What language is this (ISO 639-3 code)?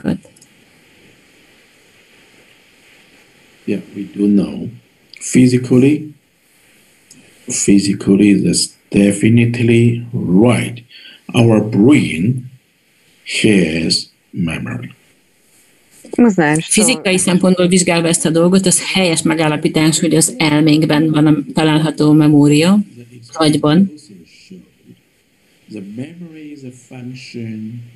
hun